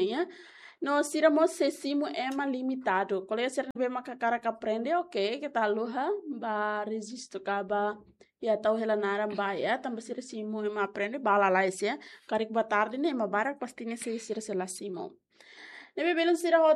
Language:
Tetum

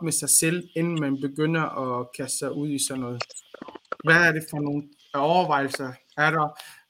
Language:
Danish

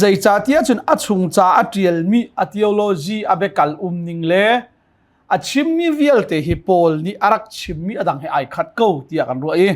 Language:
Hakha Chin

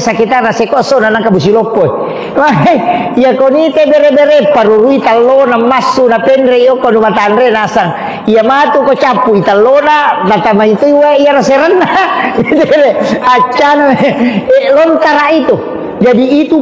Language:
Buginese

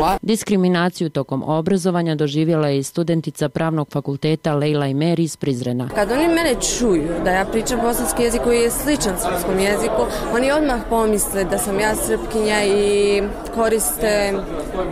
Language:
Bosnian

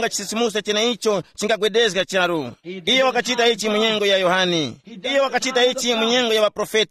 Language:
Tumbuka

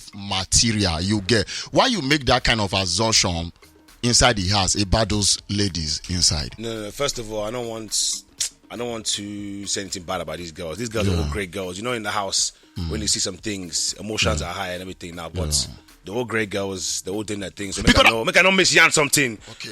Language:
Nigerian Pidgin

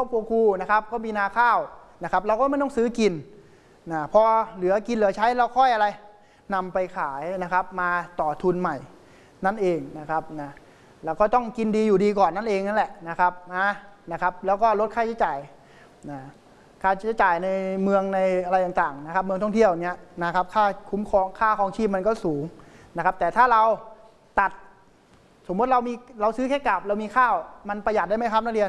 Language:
Thai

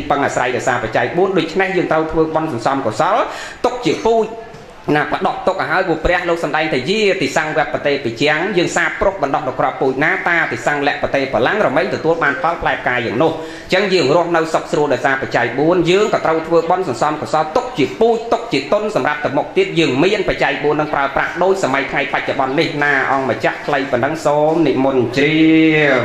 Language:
Khmer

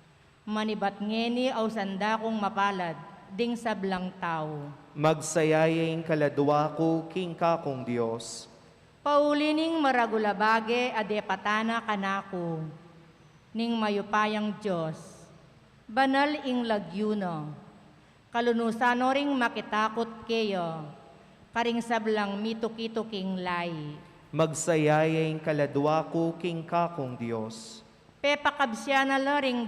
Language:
Pampanga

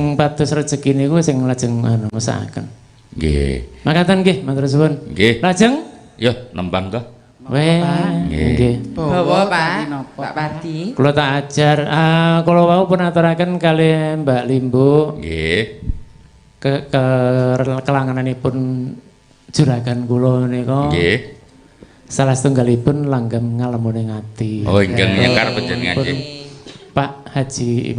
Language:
Javanese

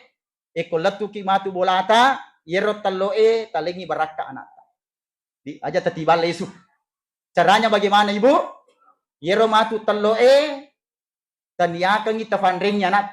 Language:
Buginese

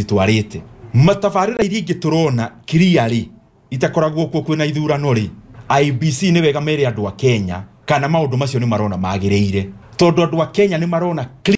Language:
Kikuyu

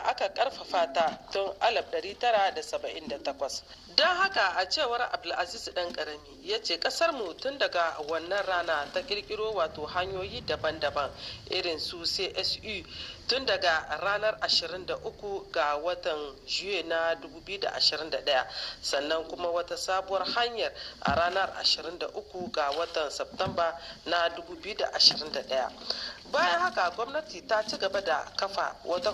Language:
Hausa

